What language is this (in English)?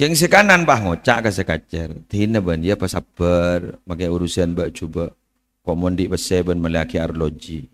Madurese